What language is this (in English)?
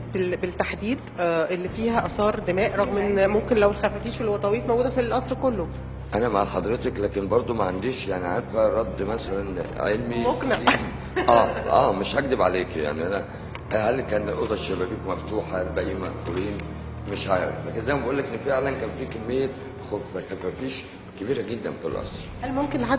Egyptian Arabic